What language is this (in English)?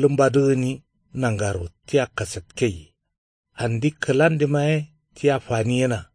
Kanuri